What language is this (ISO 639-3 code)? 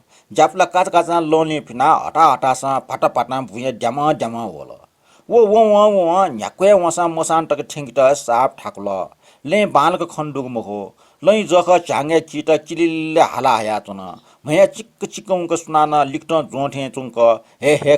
new